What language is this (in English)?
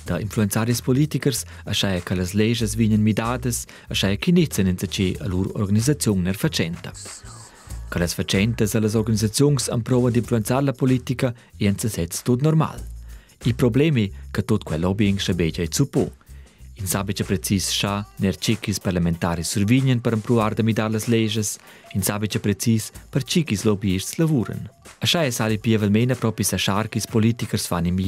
Romansh